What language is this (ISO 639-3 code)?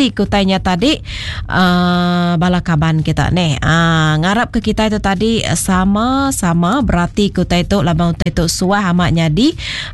iba